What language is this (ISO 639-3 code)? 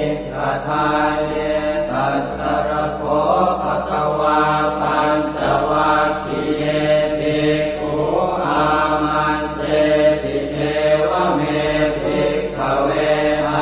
pli